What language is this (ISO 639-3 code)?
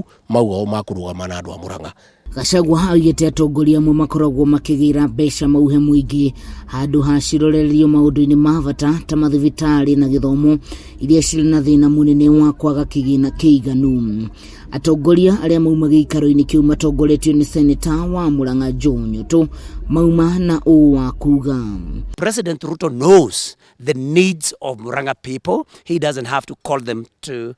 kik